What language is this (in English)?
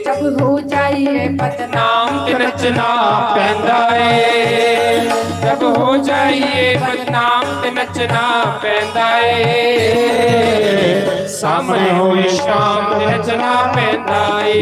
Dogri